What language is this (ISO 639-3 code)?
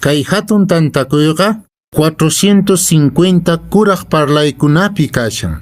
que